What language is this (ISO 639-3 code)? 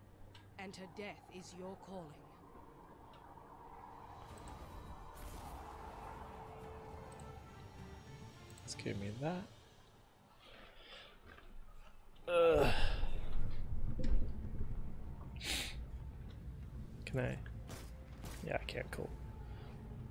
eng